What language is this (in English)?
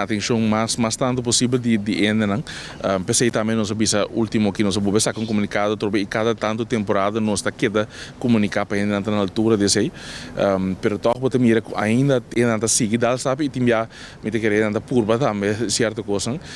Papiamento